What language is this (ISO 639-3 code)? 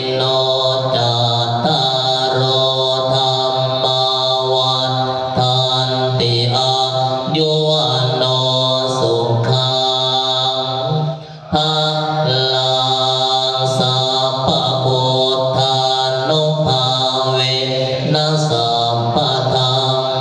tts